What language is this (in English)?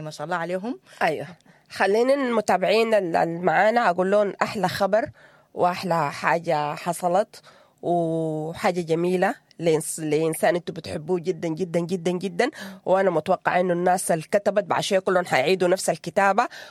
Sudanese Arabic